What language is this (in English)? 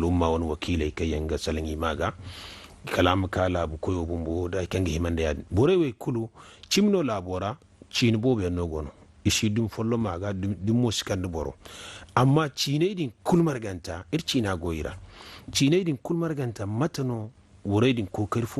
Zarma